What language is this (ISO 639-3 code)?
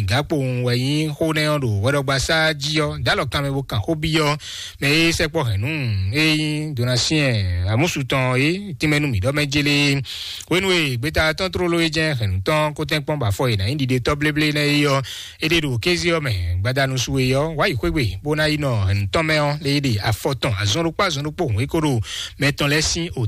fon